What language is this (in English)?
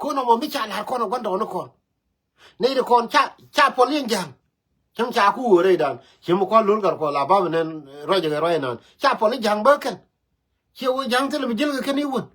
Nuer